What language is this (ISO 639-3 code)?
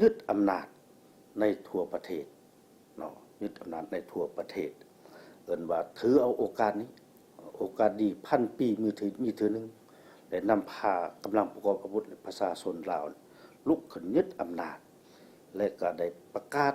lao